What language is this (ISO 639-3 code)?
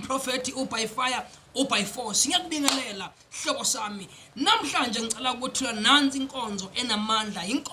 zul